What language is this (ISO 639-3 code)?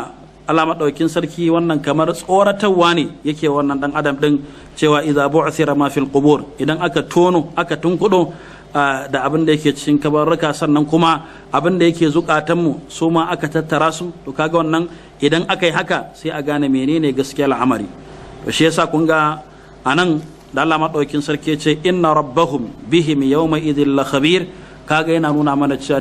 hau